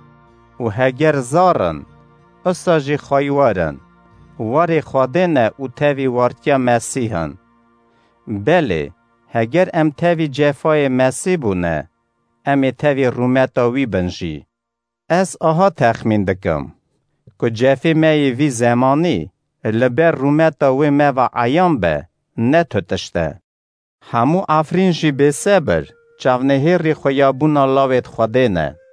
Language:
Kurdish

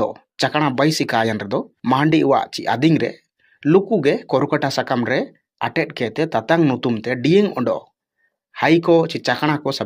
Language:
Ho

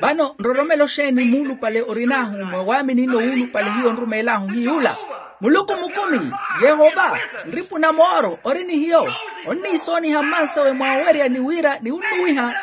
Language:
Makhuwa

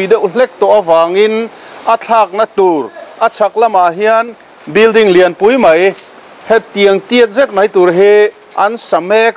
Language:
Mizo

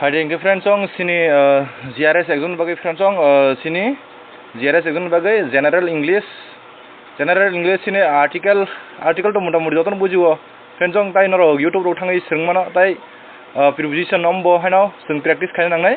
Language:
Kok Borok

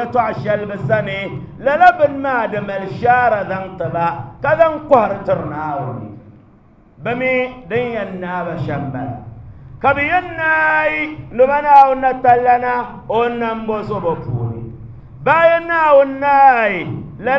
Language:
Dagbani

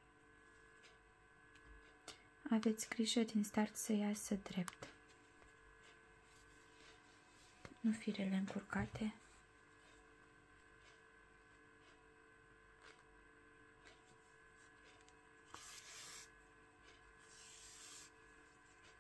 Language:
Romanian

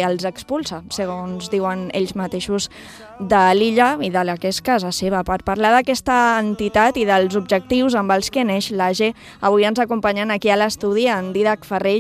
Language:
Catalan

